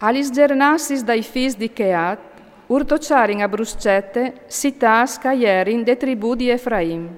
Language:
Friulian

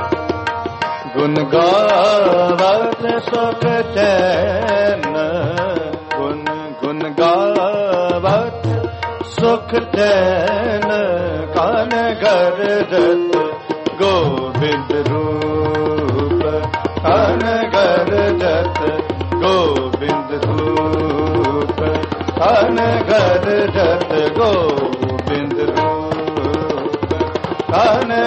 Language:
Punjabi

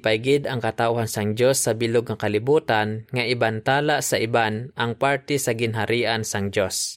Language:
Hiligaynon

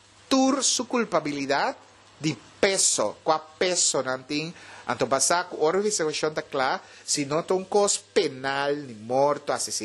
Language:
Papiamento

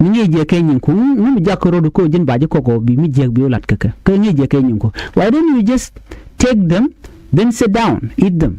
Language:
Nuer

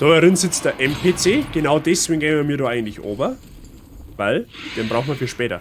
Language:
Bavarian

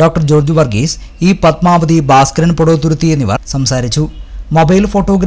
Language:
Malayalam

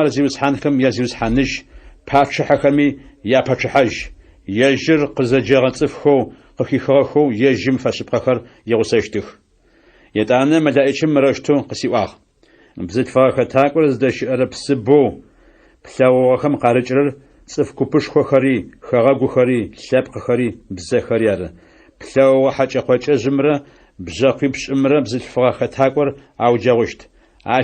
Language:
Adyghe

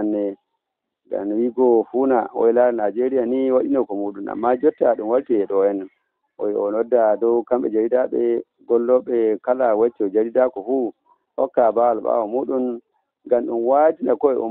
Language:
Fula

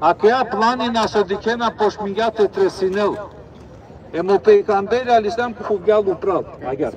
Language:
Balkan Romani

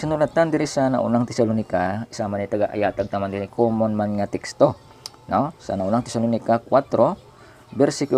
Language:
Hiligaynon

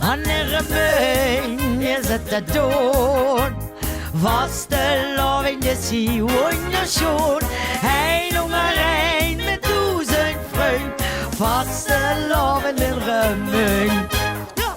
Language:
Limburgish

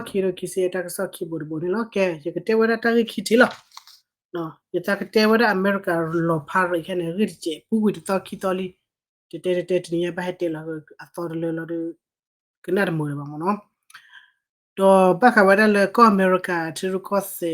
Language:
S'gaw Karen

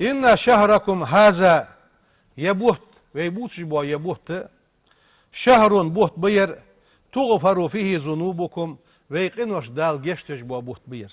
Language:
Ingush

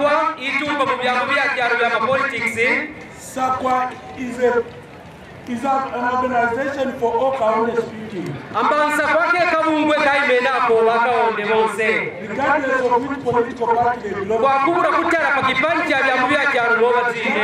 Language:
Kaonde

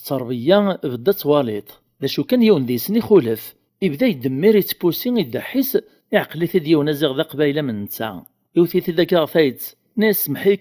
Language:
Kabyle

